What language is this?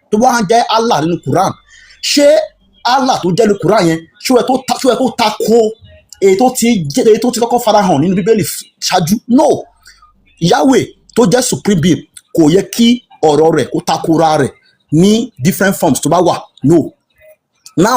Yoruba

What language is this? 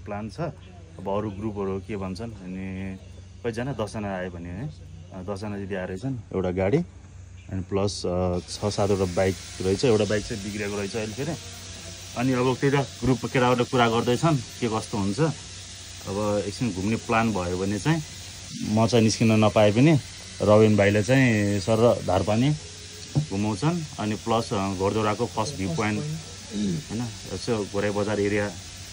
Nepali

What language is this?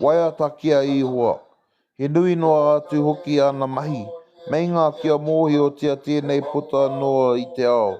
Māori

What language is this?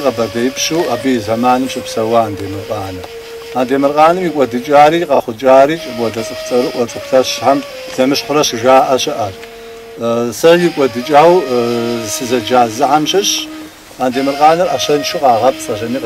Kabardian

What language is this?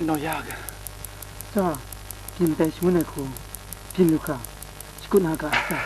Kachin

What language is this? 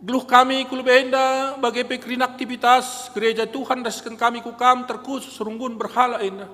Batak Karo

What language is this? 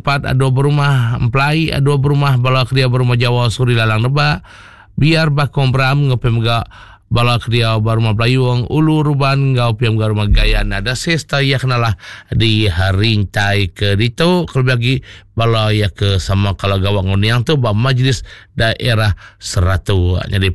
Iban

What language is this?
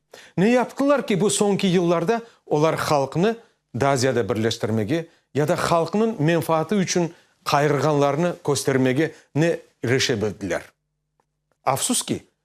Crimean Tatar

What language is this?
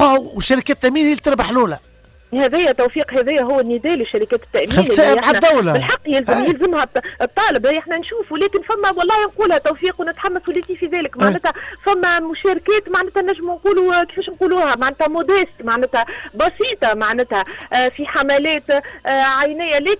Tunisian Arabic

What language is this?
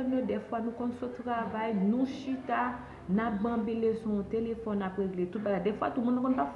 Haitian Creole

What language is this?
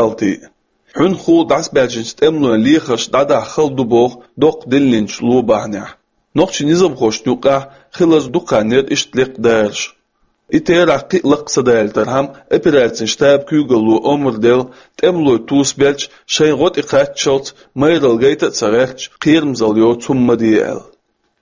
Chechen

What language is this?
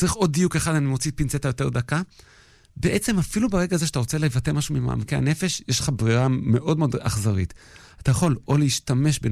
Hebrew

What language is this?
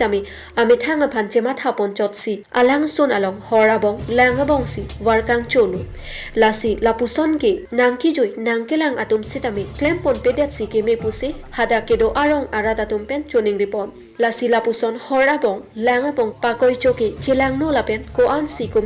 Karbi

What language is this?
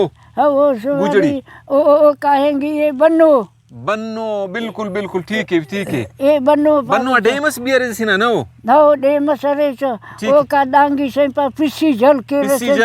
Brahui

